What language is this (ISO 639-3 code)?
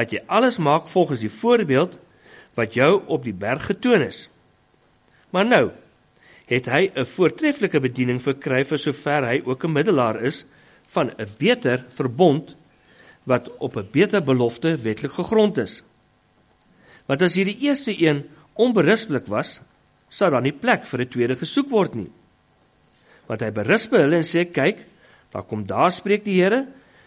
afr